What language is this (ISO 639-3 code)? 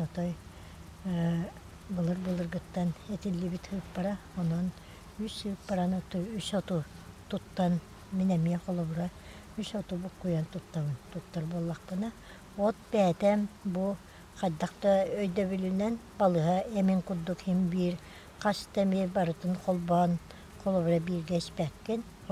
sah